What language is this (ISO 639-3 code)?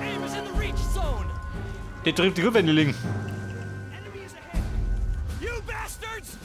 bar